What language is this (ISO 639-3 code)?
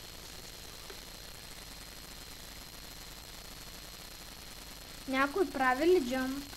bul